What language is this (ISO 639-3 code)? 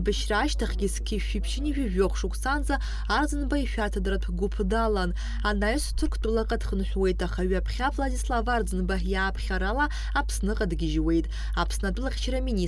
abk